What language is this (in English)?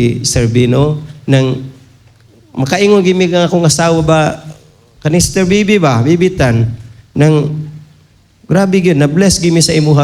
Cebuano